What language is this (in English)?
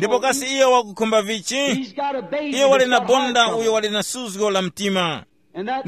Tumbuka